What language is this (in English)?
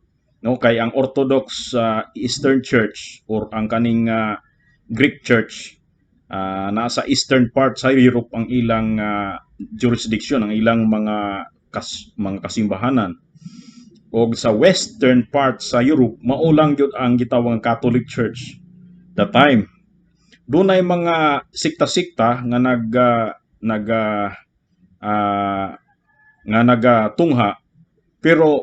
Cebuano